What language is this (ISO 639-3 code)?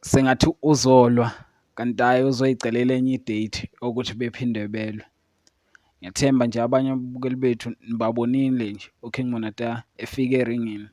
zul